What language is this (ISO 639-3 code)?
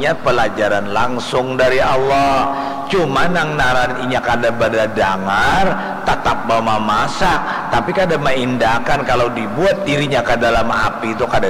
bjn